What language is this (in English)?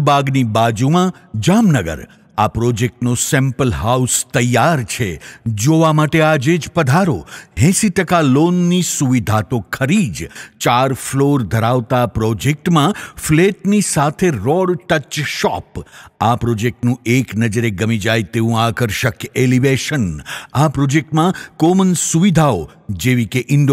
Gujarati